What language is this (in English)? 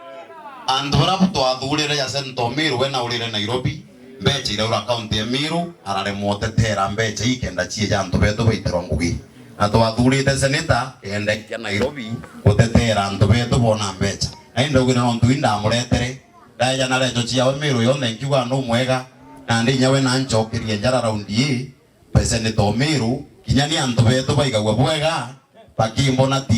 Meru